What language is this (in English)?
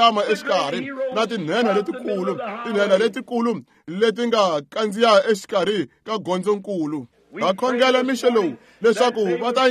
Tsonga